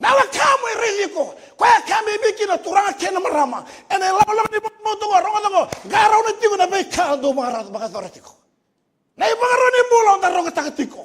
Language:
Fijian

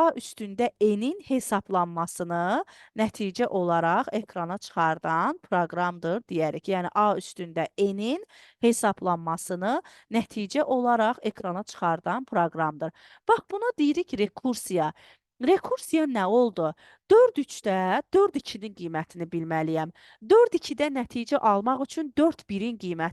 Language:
Azerbaijani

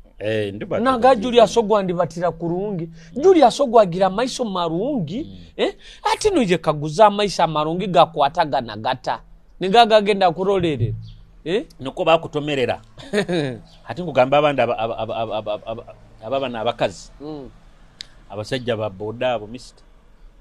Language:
Nyoro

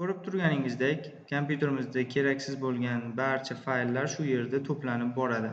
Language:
Uzbek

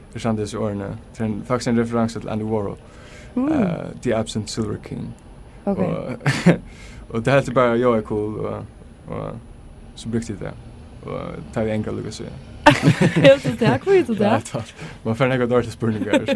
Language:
Faroese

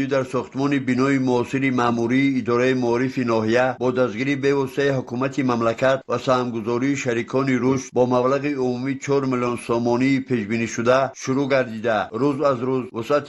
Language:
Tajik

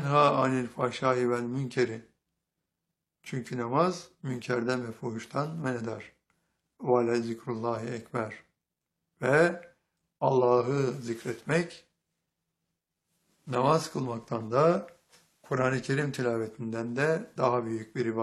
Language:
Turkish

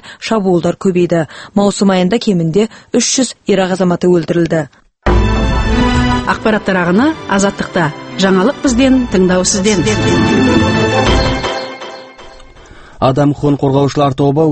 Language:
Kazakh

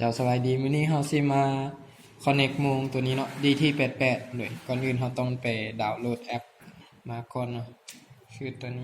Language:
Lao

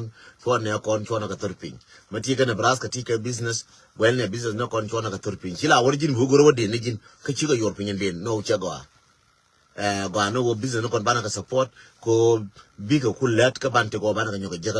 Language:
Nuer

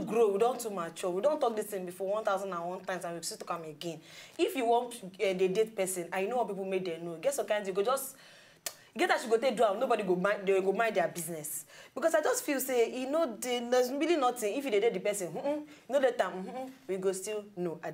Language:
Nigerian Pidgin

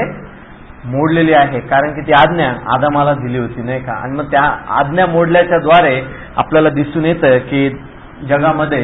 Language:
Marathi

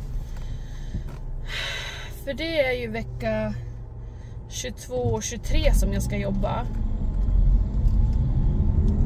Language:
Swedish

